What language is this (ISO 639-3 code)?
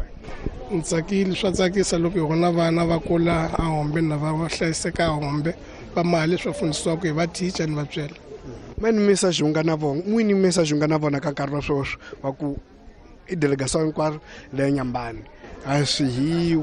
tso